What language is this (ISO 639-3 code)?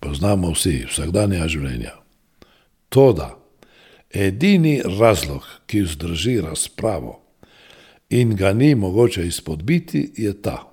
slv